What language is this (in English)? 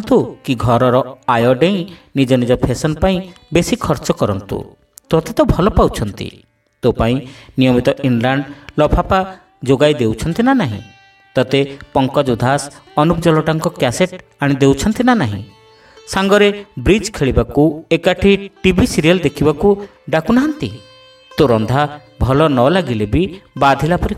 Odia